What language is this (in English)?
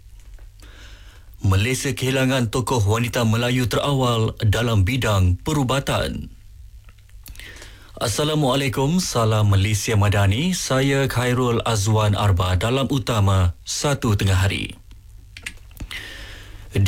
Malay